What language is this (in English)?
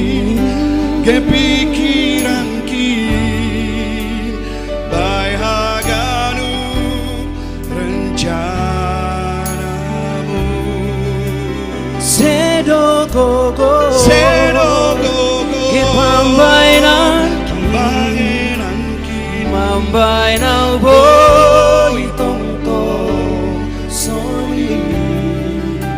Batak Simalungun